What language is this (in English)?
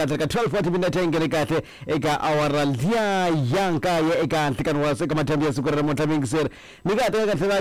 Tsonga